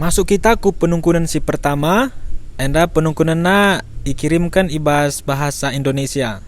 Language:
Batak Karo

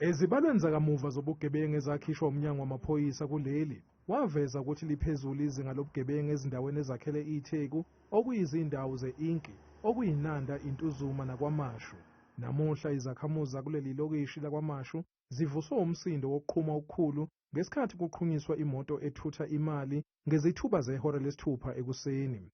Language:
Zulu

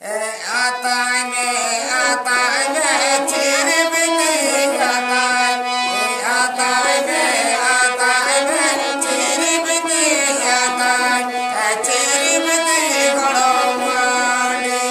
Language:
Santali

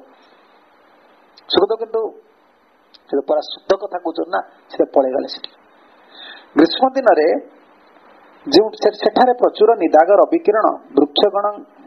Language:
Odia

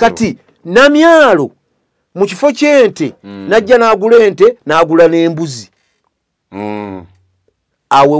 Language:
Ganda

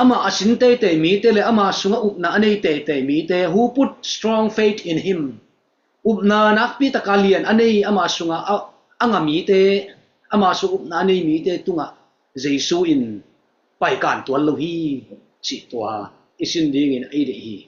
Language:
Tedim Chin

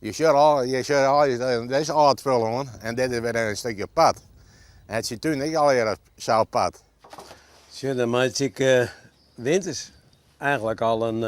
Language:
Western Frisian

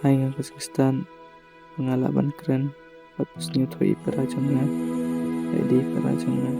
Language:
Khasi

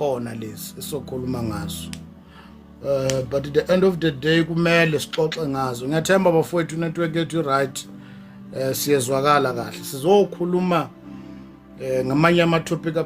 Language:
Zulu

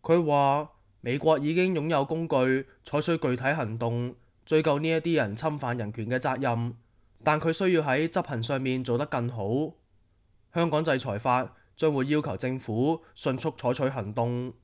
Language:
Cantonese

